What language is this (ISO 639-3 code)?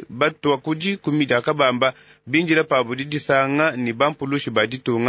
lua